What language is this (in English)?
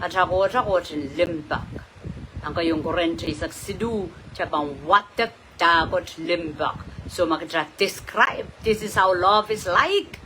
Pohnpeian